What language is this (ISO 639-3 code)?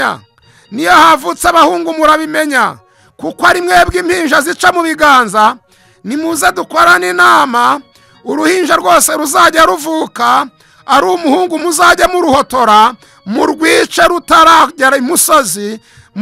kin